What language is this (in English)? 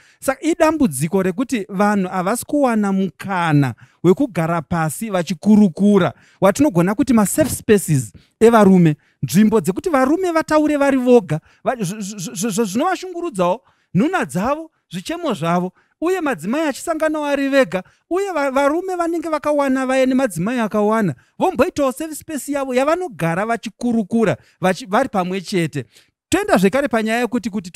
Shona